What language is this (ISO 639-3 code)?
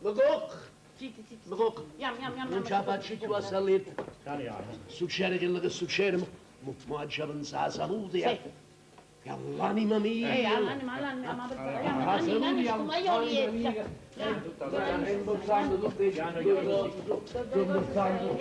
nap